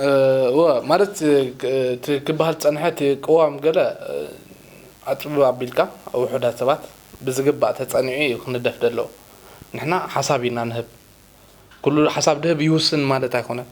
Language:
Tigrinya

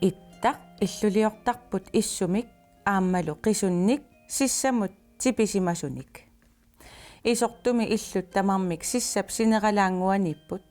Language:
Kalaallisut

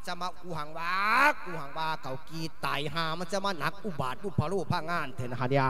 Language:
Lao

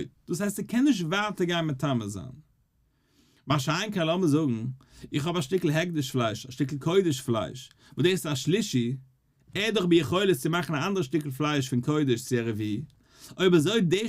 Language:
Yiddish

